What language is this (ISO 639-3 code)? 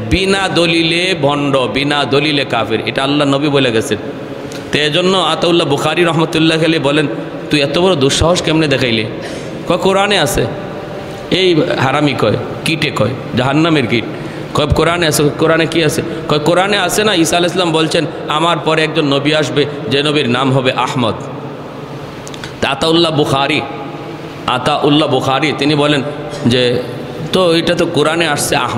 ben